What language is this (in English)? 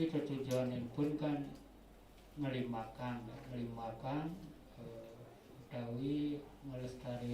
Balinese